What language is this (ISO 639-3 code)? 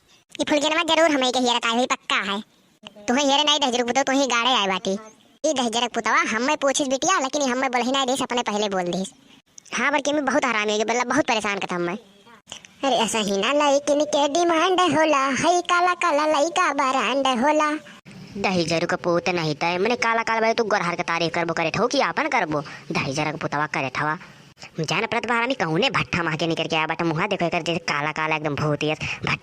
awa